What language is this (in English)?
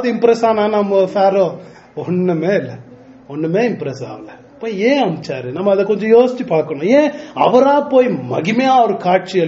Tamil